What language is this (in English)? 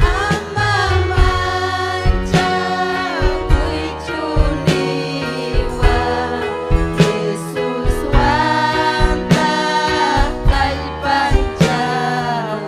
Ayacucho Quechua